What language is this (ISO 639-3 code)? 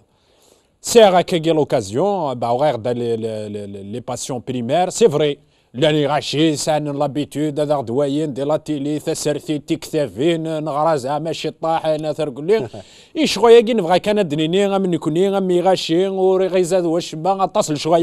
kab